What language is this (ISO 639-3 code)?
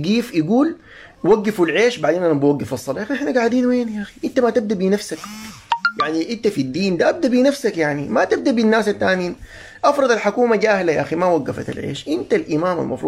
apd